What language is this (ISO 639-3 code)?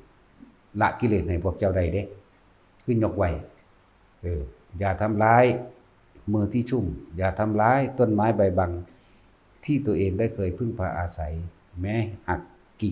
tts